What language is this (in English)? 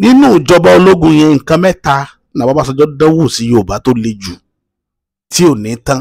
Yoruba